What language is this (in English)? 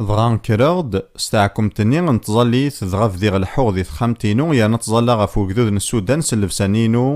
Kabyle